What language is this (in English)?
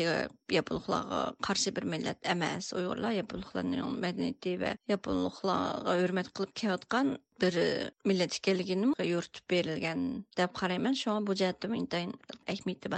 Uyghur